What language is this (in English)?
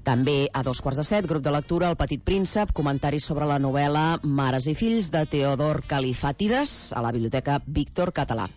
Catalan